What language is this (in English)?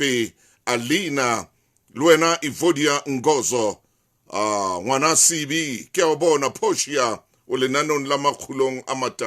Southern Sotho